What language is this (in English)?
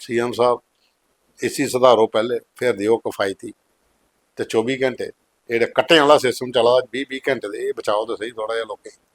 Dogri